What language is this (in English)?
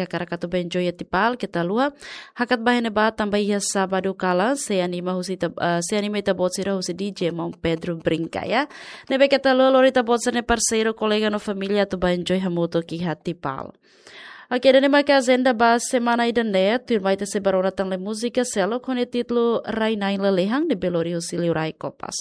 Tetum